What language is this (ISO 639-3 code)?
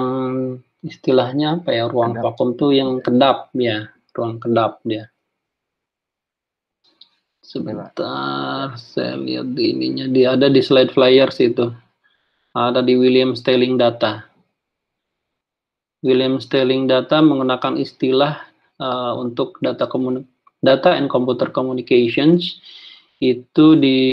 ind